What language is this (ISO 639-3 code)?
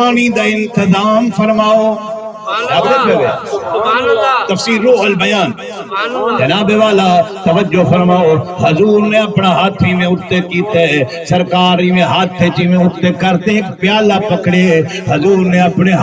skr